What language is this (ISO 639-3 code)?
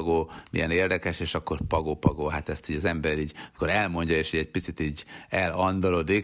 hun